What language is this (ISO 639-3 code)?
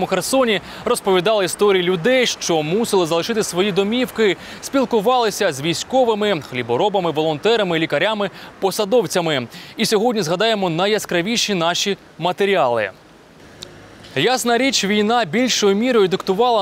ukr